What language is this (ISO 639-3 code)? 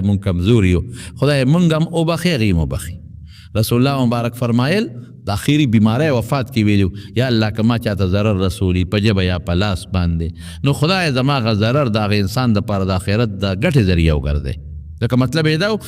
pus